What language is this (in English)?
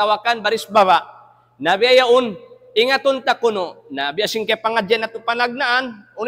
Tausug